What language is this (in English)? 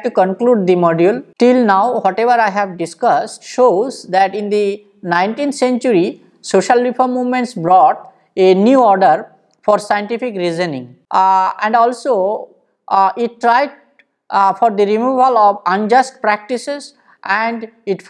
English